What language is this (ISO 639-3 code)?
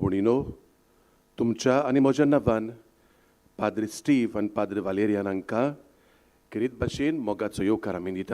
kok